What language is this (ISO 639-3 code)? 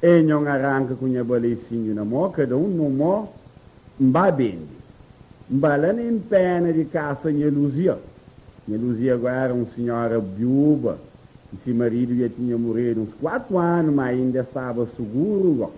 kea